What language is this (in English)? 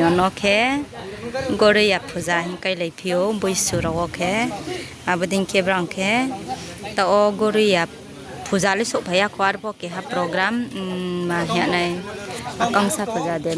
Riang (India)